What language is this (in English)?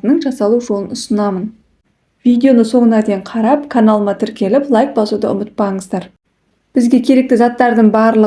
Kazakh